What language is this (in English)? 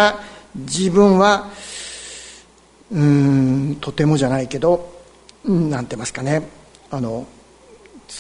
Japanese